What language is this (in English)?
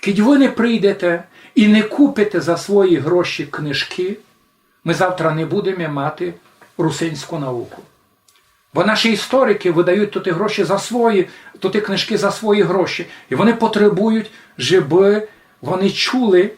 Rusyn